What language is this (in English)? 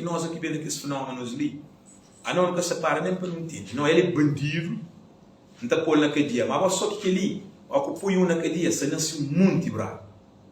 Kabuverdianu